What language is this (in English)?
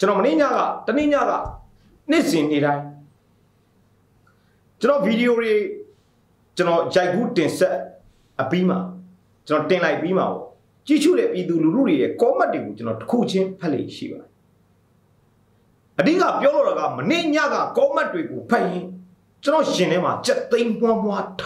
Burmese